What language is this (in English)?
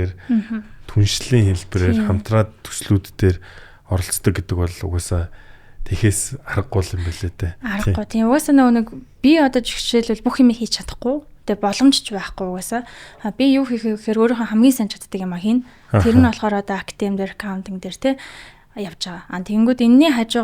Mongolian